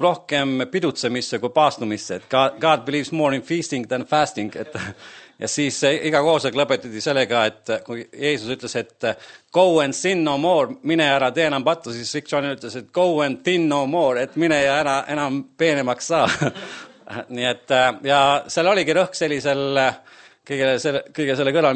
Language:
Estonian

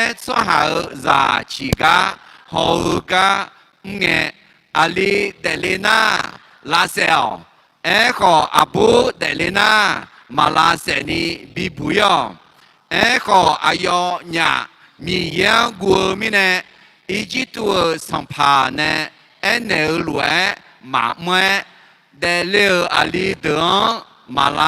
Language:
Akha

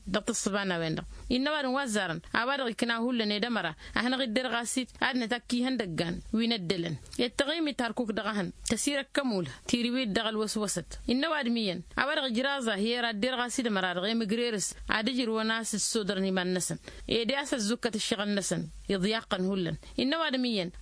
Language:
Tamasheq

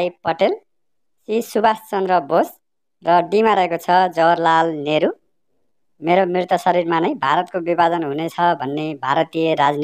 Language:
Nepali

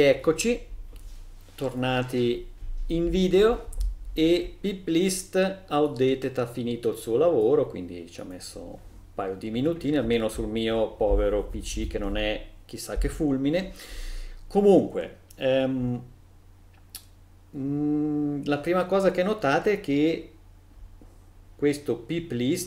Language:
Italian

